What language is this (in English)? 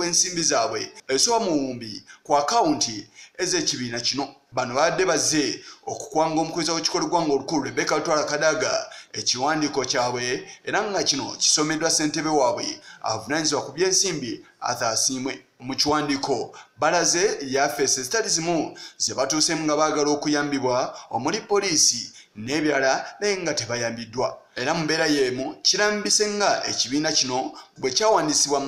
Ganda